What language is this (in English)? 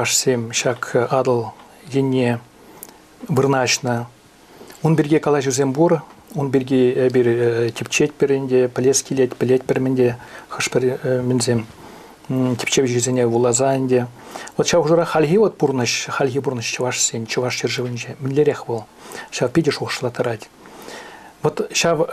Chuvash